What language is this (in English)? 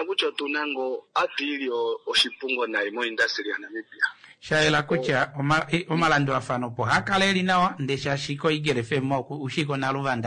Kuanyama